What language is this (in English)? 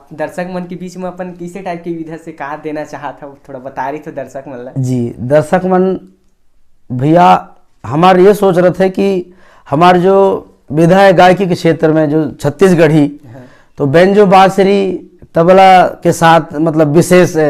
Chhattisgarhi